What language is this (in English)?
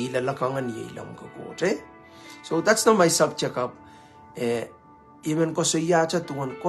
Pohnpeian